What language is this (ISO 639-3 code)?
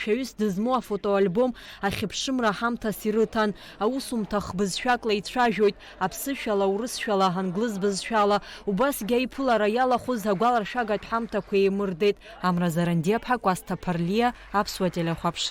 abk